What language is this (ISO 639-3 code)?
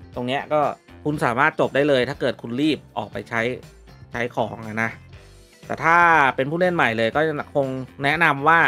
tha